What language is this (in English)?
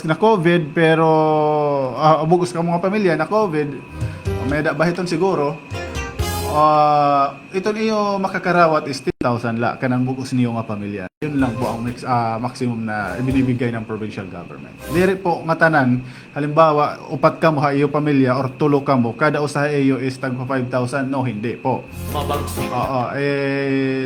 Waray